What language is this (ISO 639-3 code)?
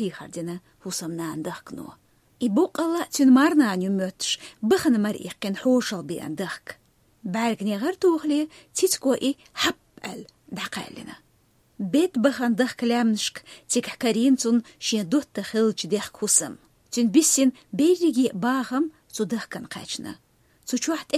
che